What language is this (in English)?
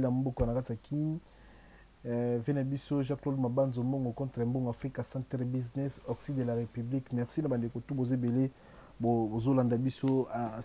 Lingala